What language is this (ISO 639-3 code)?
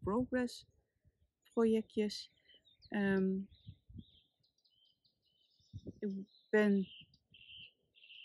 nld